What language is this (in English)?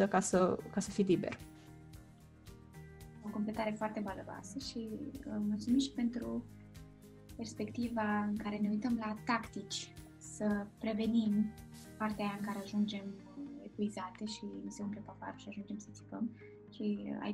Romanian